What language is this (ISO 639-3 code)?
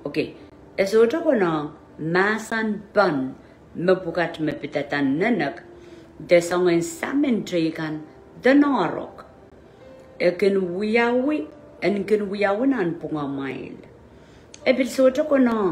pon